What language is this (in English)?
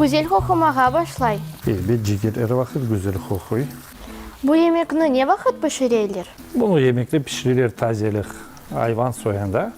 Crimean Tatar